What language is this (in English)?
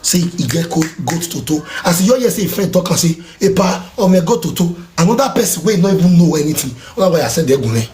Nigerian Pidgin